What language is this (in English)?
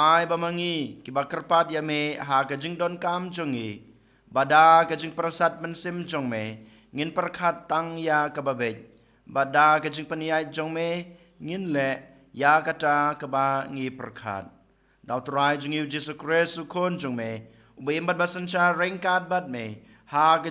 Khasi